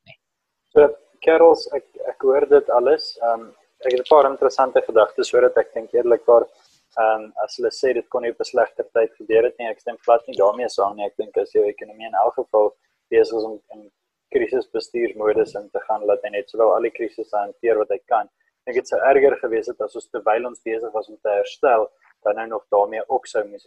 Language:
Afrikaans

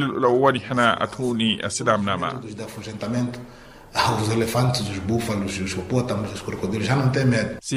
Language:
Makhuwa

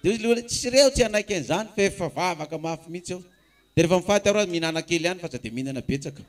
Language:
Malagasy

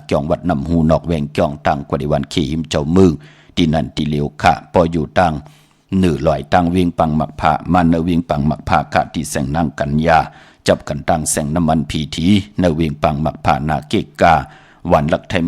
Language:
Shan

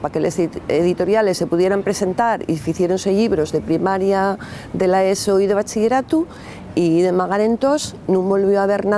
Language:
Asturian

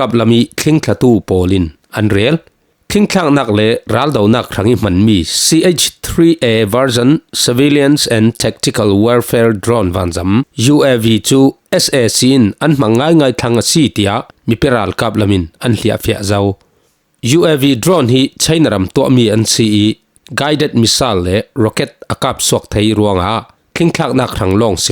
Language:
Falam Chin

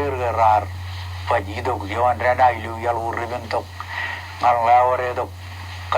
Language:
Marshallese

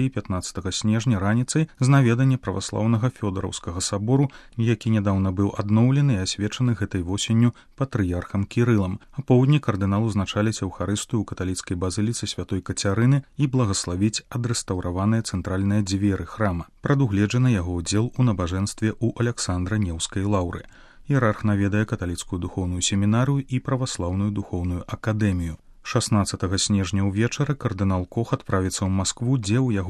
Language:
Belarusian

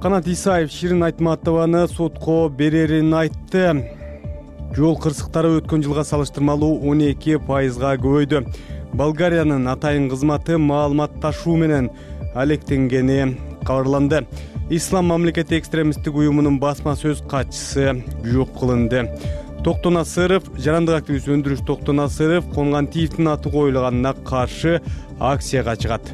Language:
Kyrgyz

